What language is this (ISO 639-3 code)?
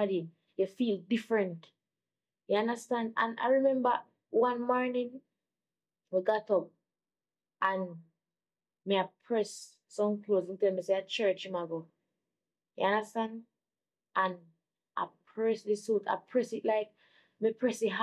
jam